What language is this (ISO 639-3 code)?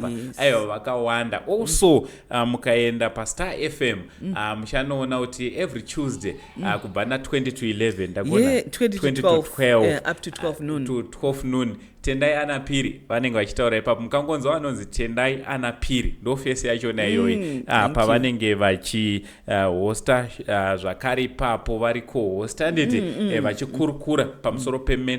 sna